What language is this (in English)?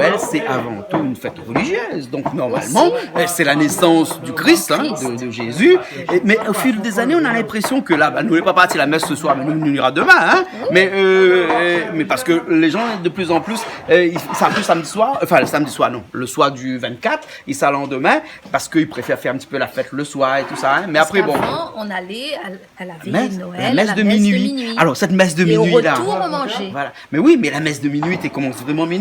Réunion Creole French